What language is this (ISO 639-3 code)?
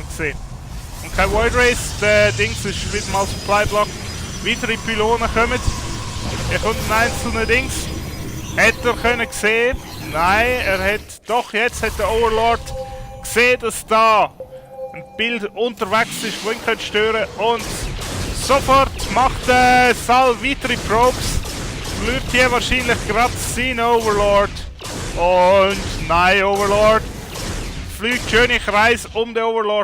gsw